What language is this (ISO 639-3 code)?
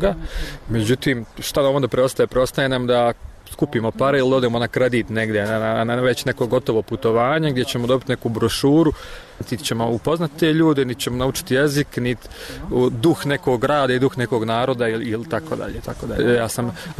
bos